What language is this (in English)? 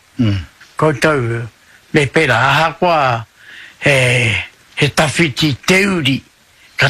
Māori